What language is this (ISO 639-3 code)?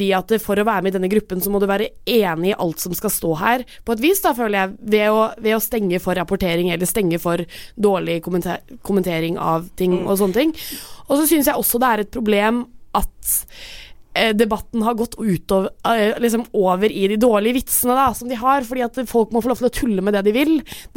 nor